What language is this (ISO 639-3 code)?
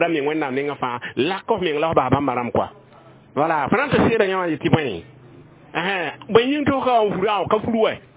mos